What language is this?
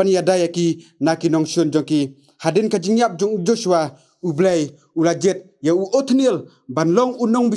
Khasi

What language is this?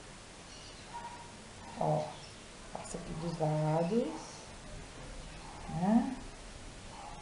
Portuguese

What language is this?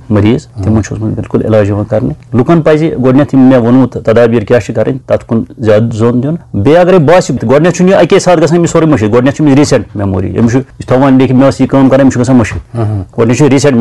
Kashmiri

